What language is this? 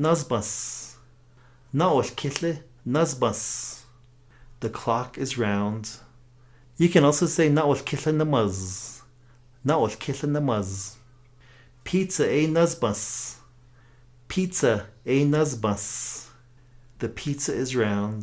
Navajo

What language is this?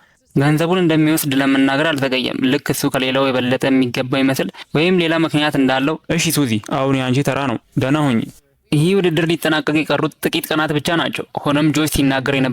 Amharic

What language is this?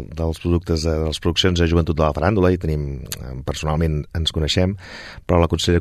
Catalan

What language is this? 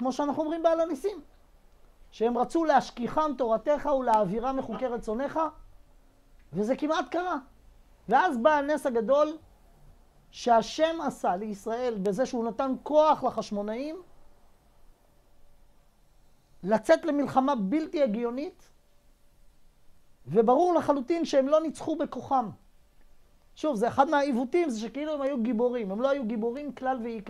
Hebrew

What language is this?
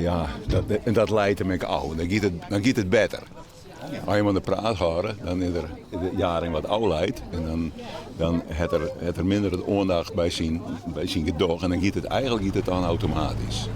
Western Frisian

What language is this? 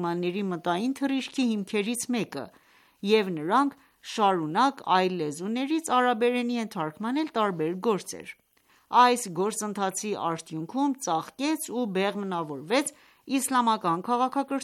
Armenian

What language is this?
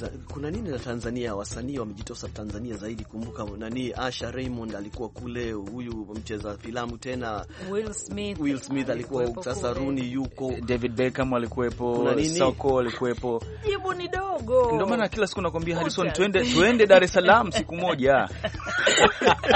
Swahili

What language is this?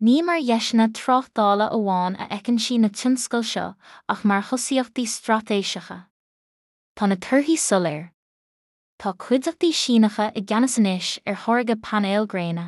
Irish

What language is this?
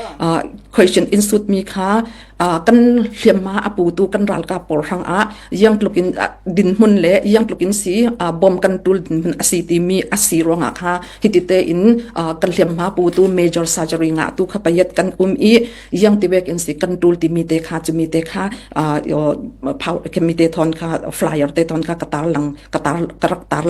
Falam Chin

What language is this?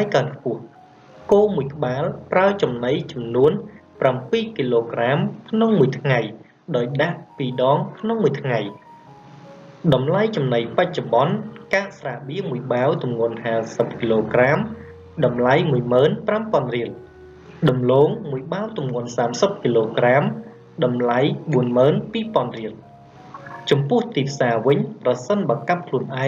Khmer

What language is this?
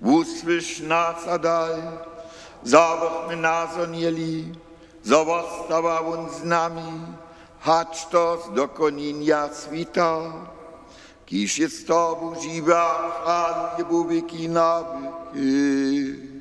Upper Sorbian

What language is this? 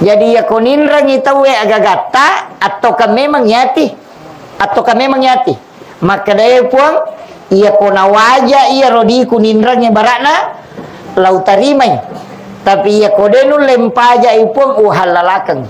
Buginese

